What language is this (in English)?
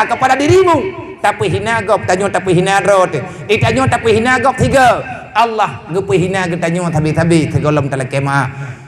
Achinese